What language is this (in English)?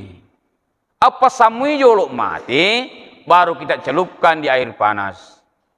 Buginese